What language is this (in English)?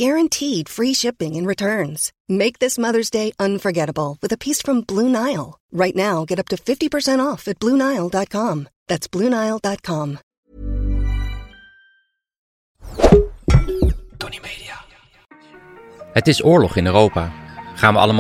Dutch